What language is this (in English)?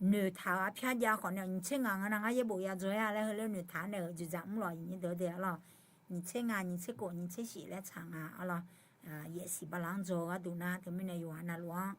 Akha